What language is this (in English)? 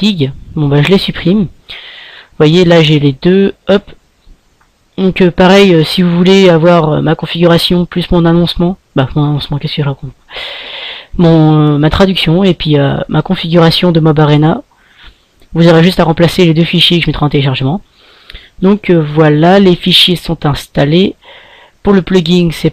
French